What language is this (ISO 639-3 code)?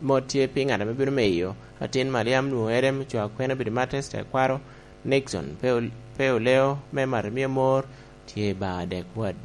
laj